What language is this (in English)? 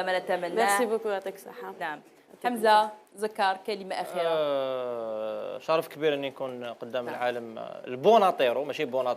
Algerian Arabic